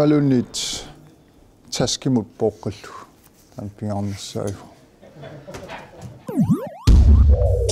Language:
Kalaallisut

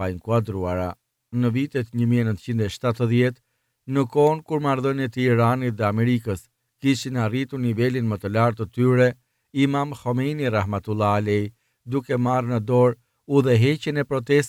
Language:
Albanian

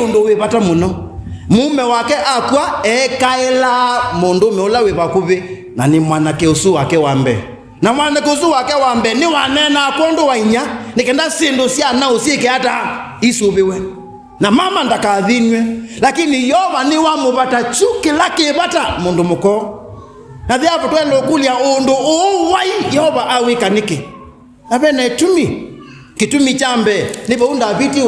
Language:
Kamba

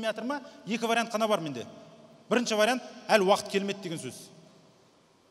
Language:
Kazakh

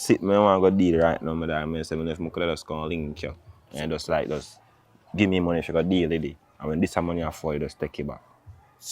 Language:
Jamaican Creole English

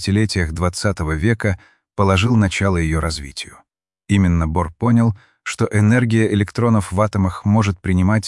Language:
Russian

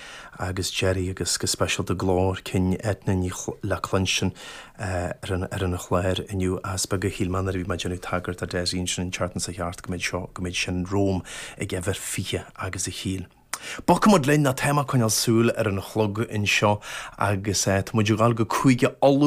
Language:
Irish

